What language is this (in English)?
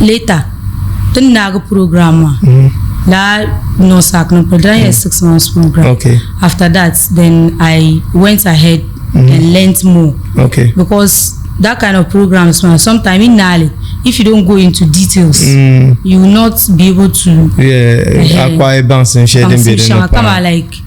Dagbani